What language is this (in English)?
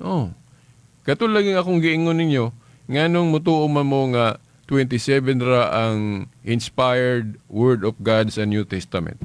Cebuano